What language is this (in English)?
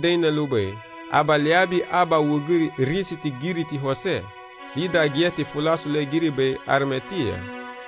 Garifuna